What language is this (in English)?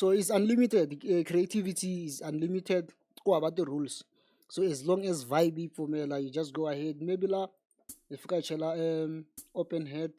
Tsonga